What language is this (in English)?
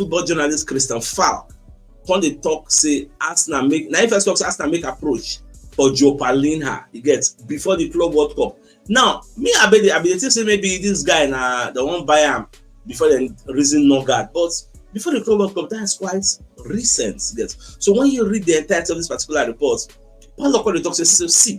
Nigerian Pidgin